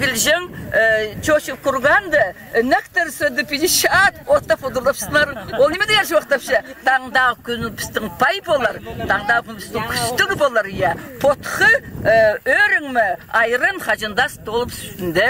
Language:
Khakas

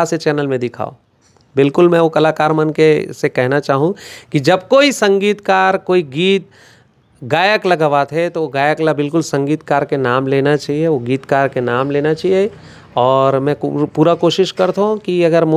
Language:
Chhattisgarhi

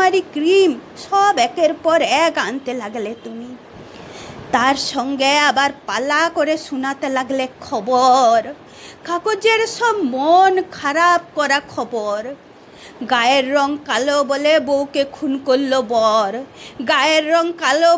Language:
Bangla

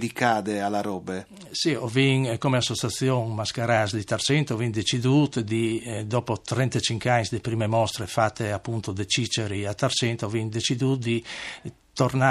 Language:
Friulian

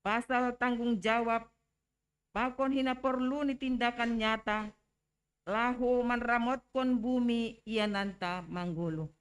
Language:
Batak Simalungun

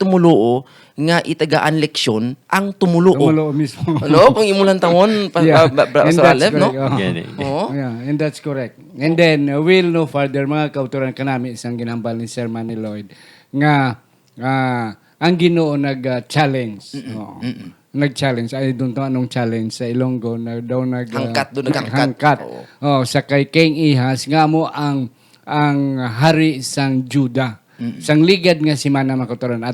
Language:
Hiligaynon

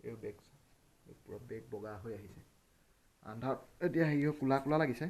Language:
Assamese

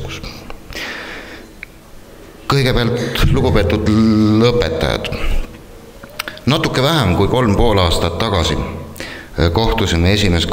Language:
Estonian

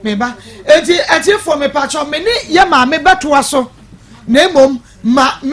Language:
Akan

